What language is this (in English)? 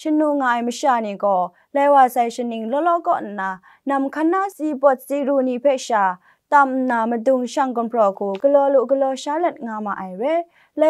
Kachin